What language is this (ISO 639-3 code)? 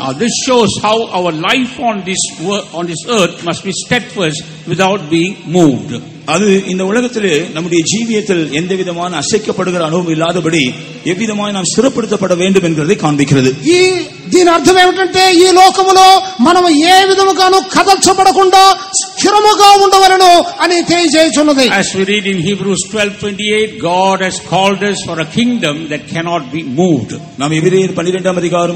tam